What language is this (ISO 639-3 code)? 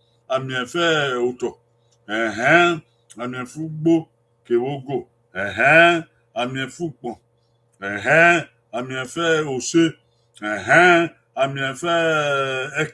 bin